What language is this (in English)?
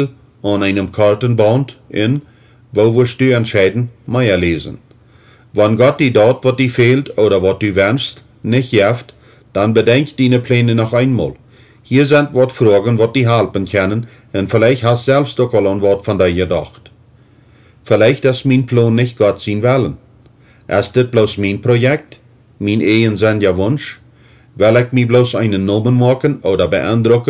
Plautdietsch